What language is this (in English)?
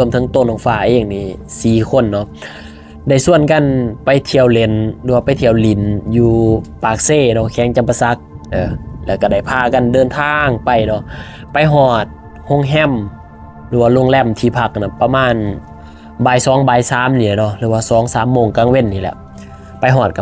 Lao